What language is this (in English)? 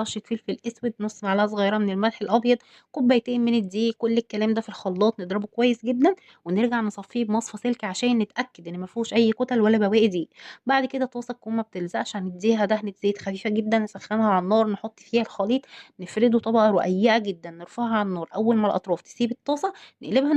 Egyptian Arabic